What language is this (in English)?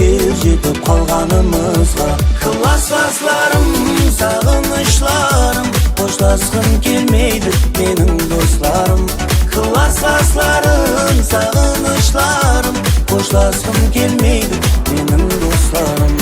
Kara-Kalpak